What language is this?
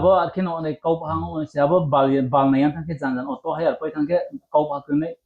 Riang (India)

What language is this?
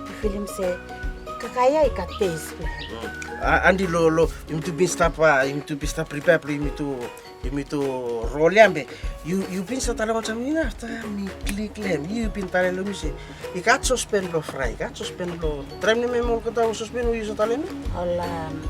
Bislama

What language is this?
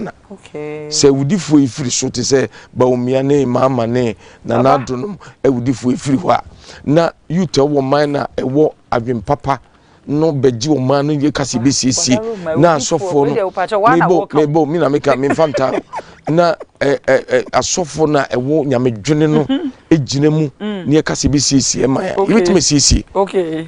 Akan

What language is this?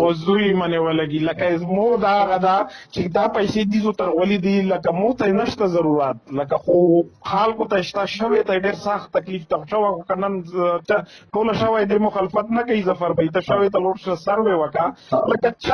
Pashto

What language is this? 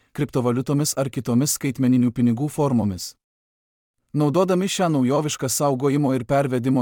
Lithuanian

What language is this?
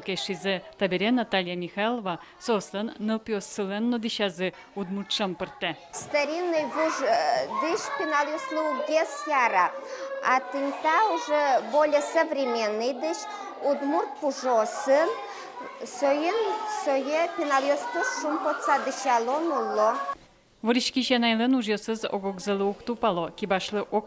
Udmurt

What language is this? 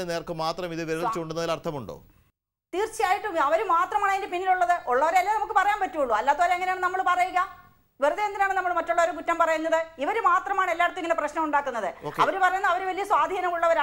Malayalam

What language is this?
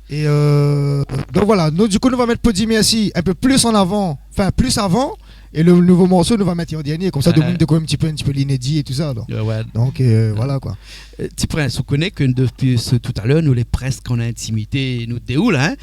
Réunion Creole French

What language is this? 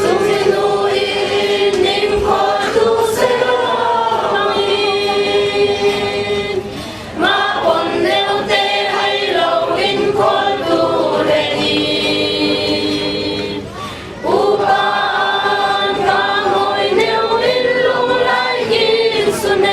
Falam Chin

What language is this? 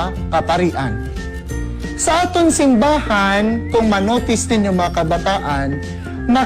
Hiligaynon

